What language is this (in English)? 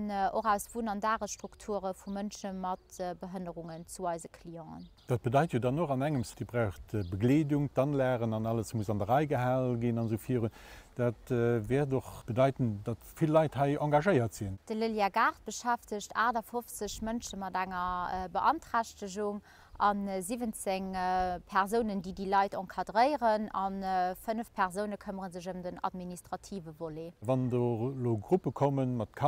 Luxembourgish